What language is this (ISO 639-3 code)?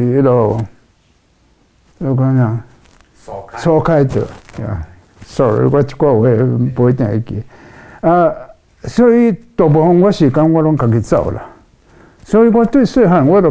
nan